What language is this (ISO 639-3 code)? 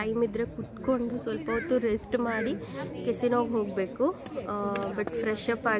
kan